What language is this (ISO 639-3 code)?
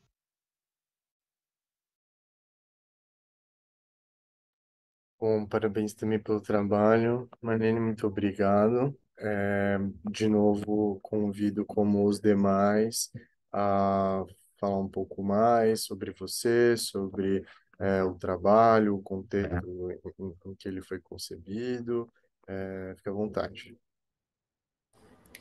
por